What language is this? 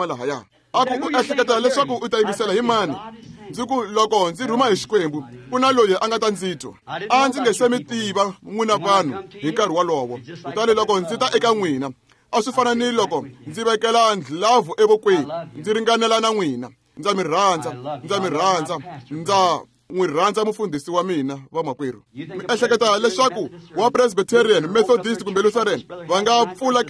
Tsonga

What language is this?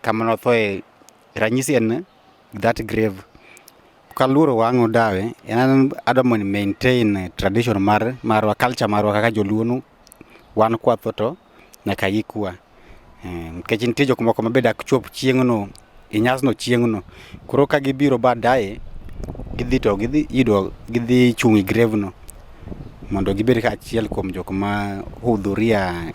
Luo (Kenya and Tanzania)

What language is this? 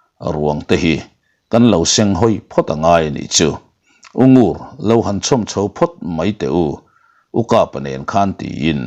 Mizo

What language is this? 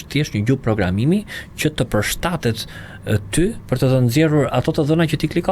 Albanian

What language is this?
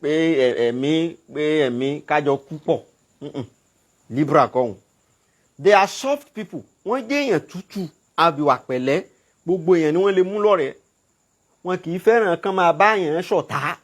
Yoruba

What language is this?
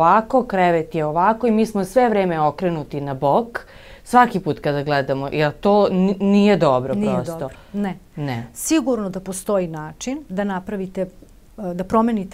Serbian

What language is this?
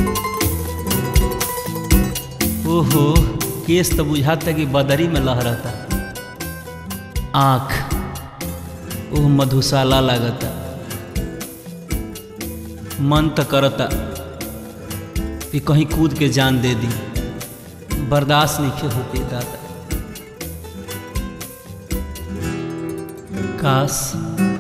Bhojpuri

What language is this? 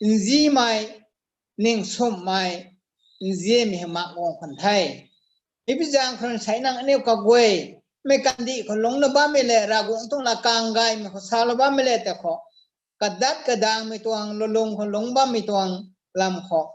Rongmei Naga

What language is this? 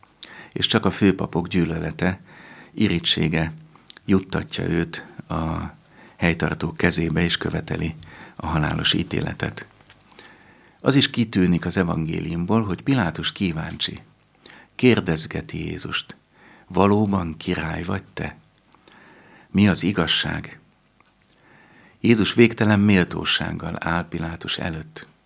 Hungarian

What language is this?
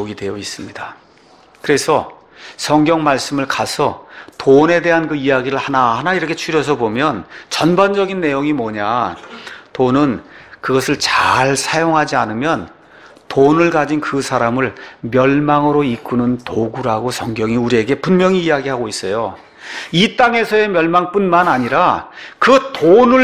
Korean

